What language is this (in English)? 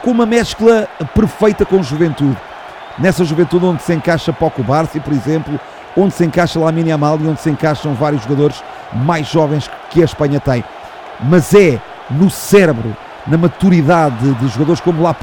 Portuguese